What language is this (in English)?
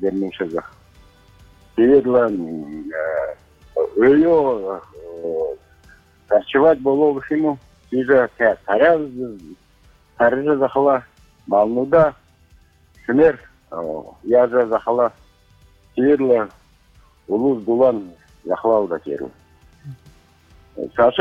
Buriat